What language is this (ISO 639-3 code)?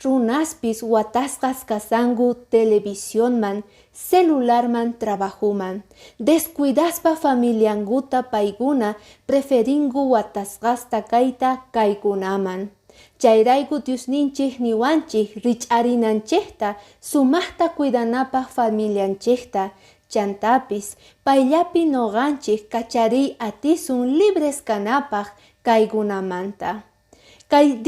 que